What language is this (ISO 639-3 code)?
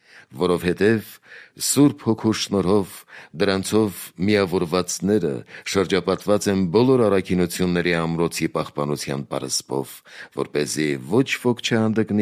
hye